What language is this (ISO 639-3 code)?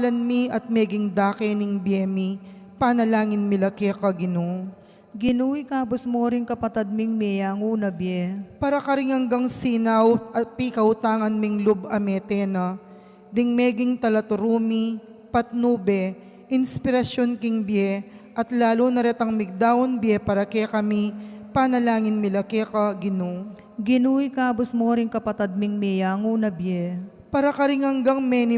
pam